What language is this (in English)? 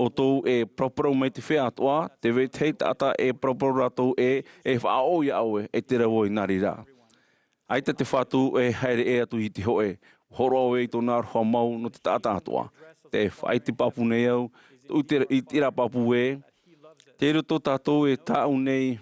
Tahitian